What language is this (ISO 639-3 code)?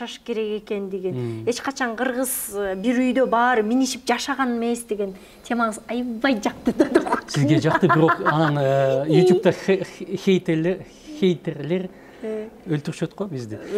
kir